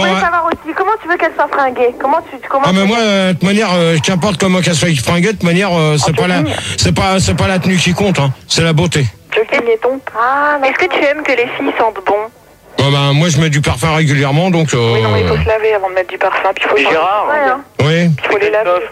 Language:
French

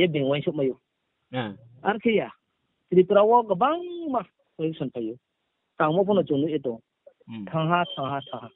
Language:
Riang (India)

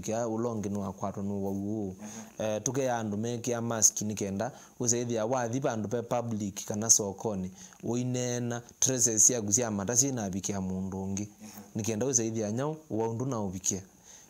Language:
Kamba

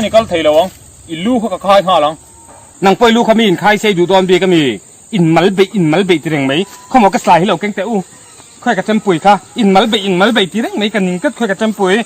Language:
Mizo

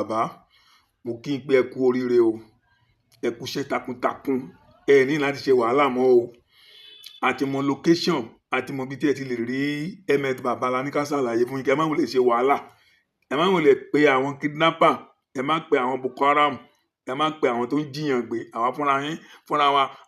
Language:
Yoruba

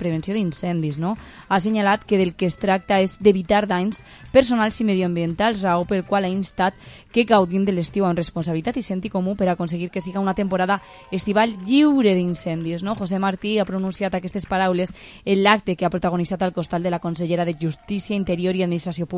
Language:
Catalan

